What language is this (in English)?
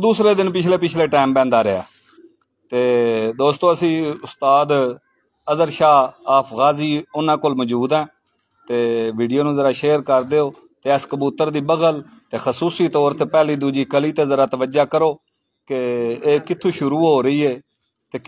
Punjabi